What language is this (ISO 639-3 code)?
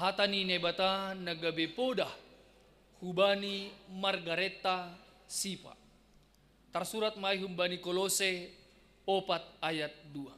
bts